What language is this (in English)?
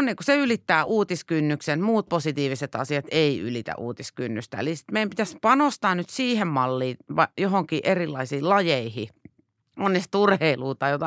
Finnish